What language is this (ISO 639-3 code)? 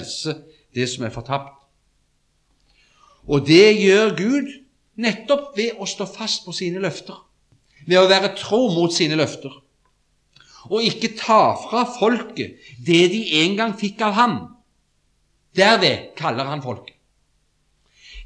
nor